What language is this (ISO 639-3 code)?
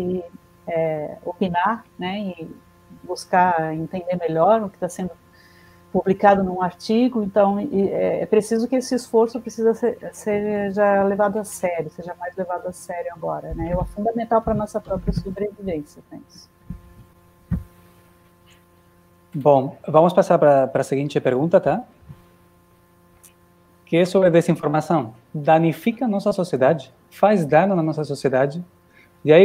por